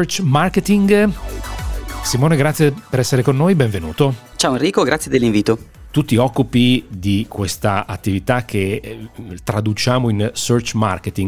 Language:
Italian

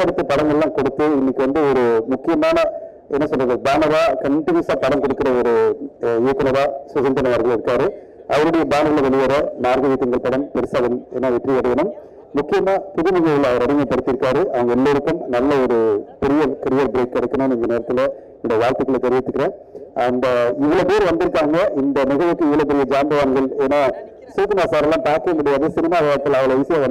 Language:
Tamil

